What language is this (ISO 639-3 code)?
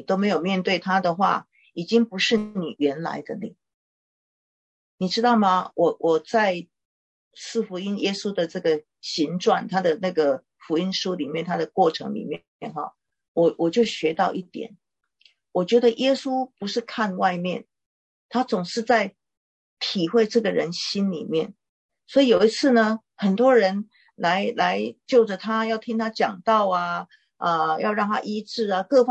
zho